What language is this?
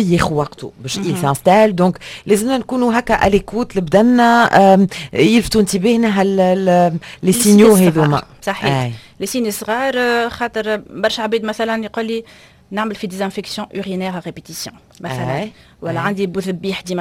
Tunisian Arabic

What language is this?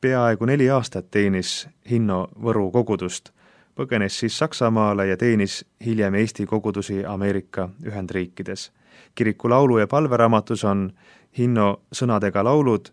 Estonian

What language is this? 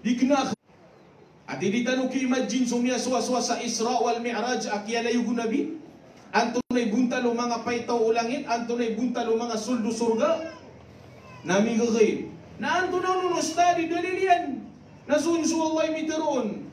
Maranao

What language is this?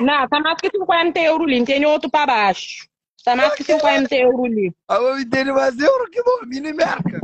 Kabuverdianu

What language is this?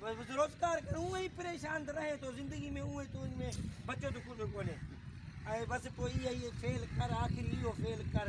Sindhi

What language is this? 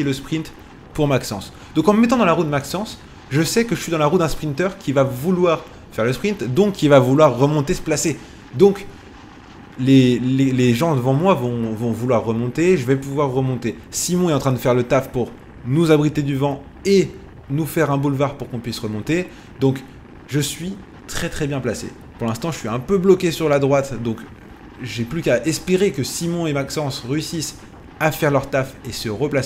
French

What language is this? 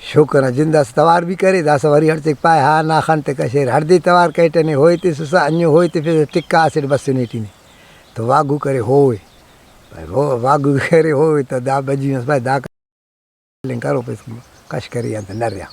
Brahui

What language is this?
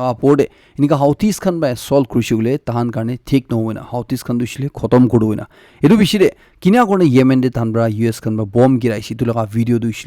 Naga Pidgin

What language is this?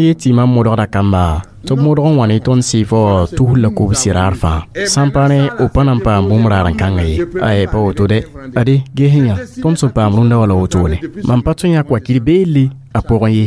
Mossi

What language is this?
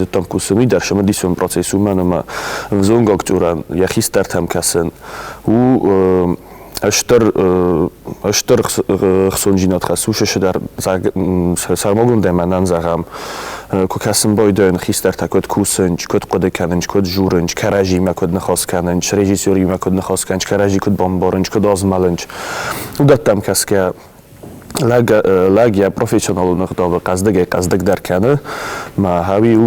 Ossetic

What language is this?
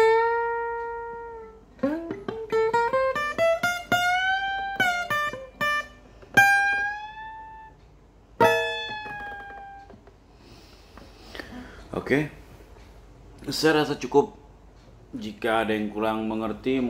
Indonesian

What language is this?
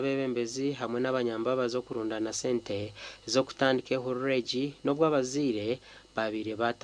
Nyankole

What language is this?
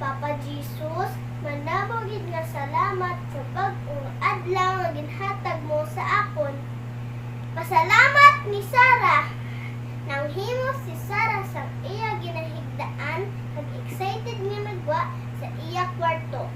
Hiligaynon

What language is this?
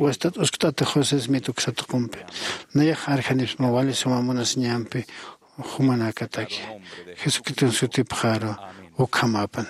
Aymara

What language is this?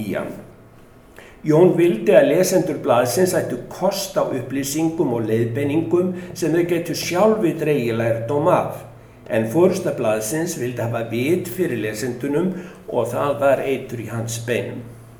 Icelandic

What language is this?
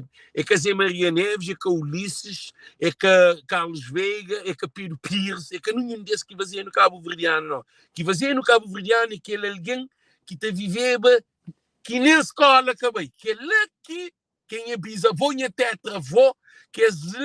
Kabuverdianu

